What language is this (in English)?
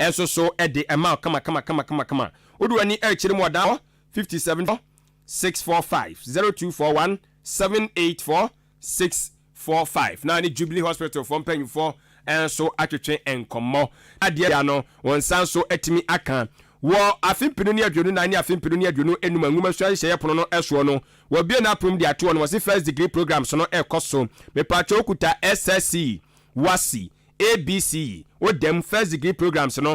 Akan